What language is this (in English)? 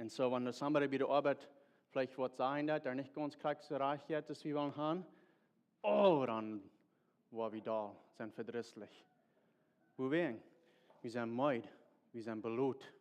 Plautdietsch